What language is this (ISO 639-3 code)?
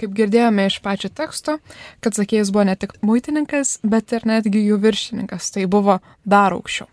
lit